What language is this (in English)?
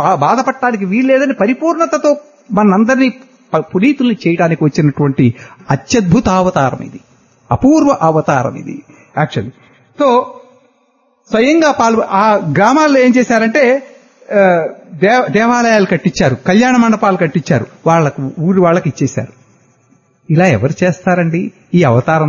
Telugu